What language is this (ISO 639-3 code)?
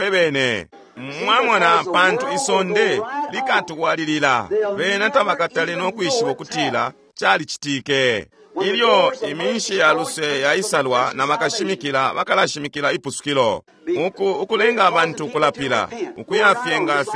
bem